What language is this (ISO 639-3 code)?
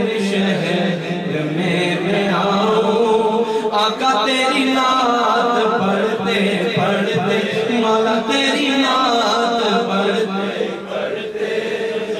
urd